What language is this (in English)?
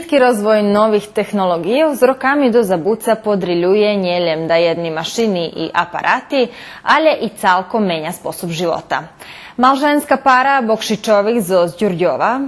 Rusyn